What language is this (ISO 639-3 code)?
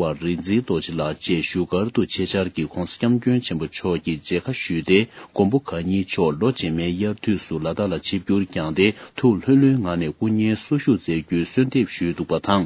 bod